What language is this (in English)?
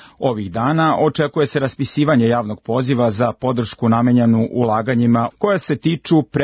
Serbian